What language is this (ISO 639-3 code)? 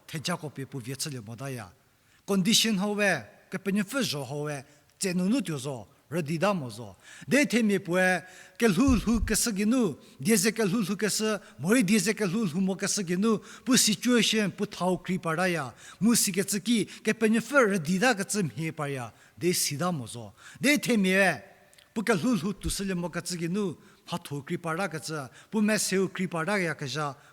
njm